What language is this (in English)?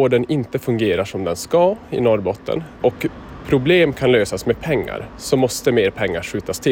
Swedish